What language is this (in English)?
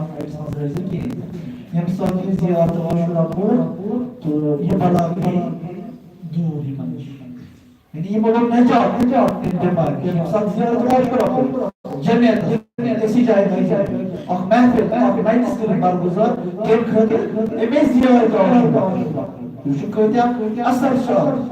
Kashmiri